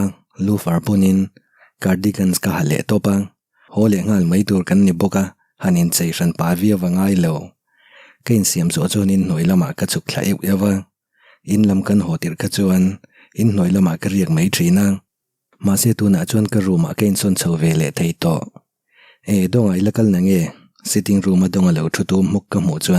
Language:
Mizo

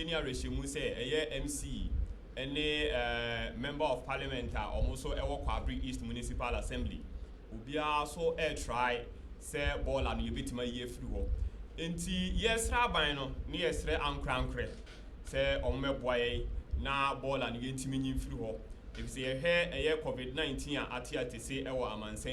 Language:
Akan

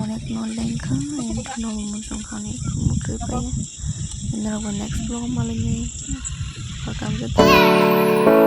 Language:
Kok Borok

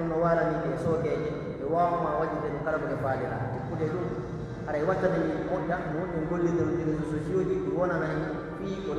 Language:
Pular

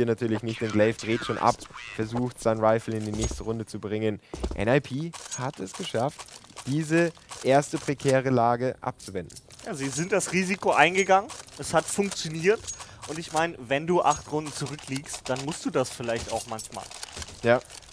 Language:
German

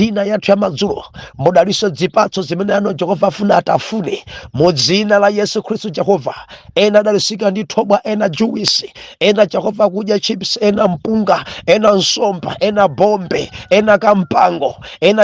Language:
Nyanja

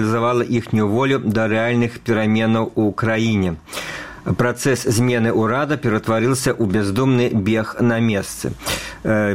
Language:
Belarusian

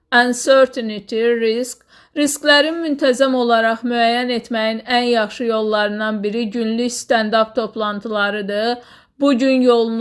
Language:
Azerbaijani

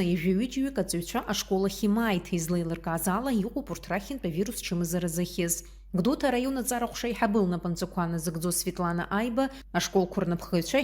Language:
Abkhazian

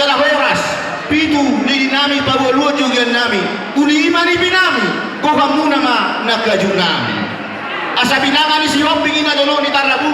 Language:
Batak Toba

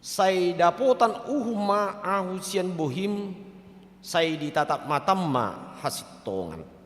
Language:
Batak Toba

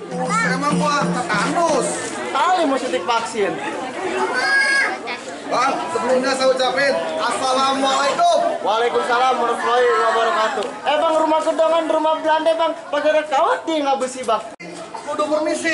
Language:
Indonesian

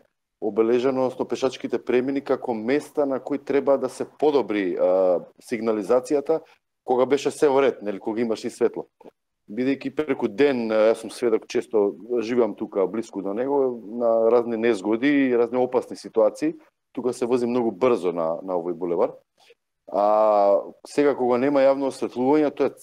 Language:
Macedonian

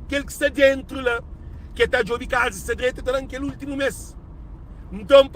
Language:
Kabuverdianu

